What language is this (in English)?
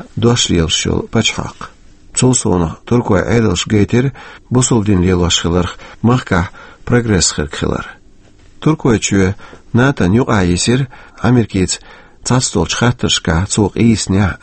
Chechen